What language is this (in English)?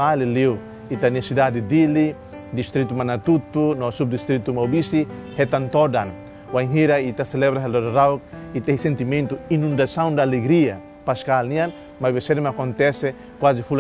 Tetum